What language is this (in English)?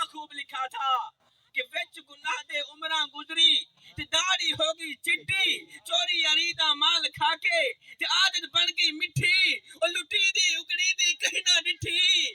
Saraiki